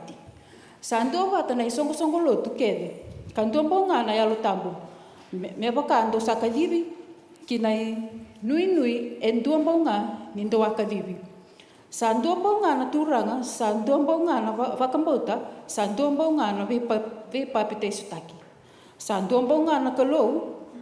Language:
Fijian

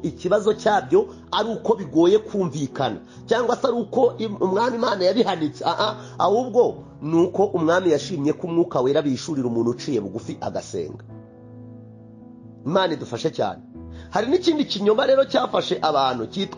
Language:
Kinyarwanda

